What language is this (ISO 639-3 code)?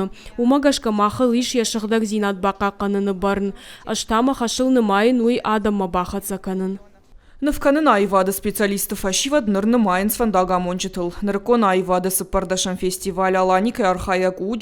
oss